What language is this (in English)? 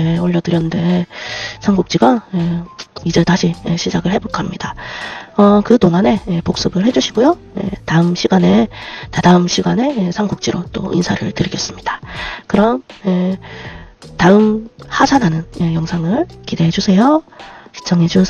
Korean